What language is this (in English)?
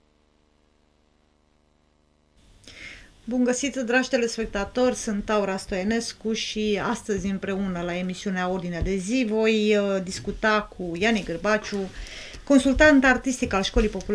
Romanian